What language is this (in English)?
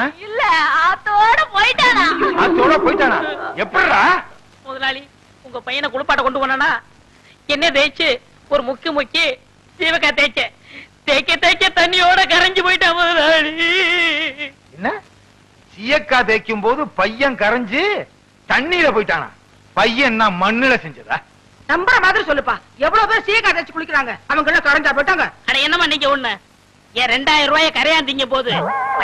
Tamil